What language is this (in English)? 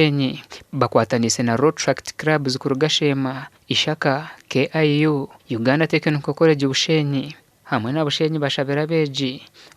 Nyankole